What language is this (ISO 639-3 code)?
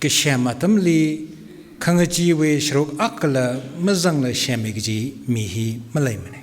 nmf